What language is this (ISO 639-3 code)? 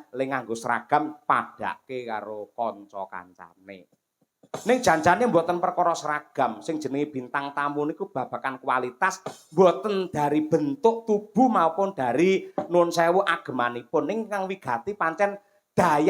jav